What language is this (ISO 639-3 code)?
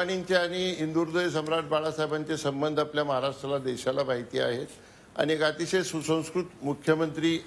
mar